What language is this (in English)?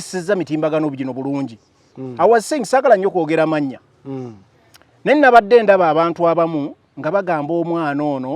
Ganda